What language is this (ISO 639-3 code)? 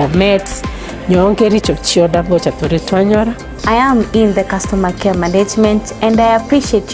guz